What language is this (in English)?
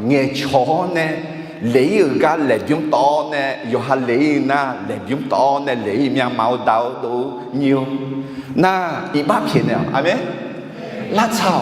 Akha